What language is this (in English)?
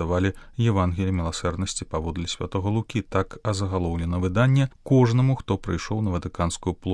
Belarusian